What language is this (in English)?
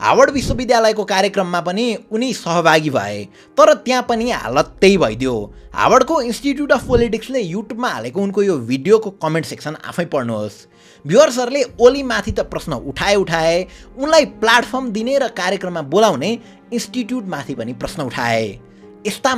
Nepali